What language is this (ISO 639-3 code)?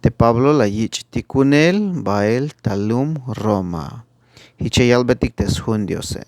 tzh